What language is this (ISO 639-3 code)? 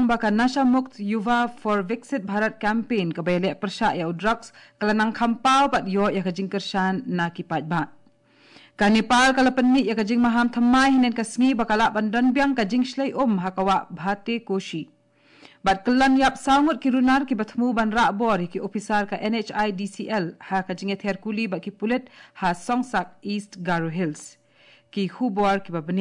kha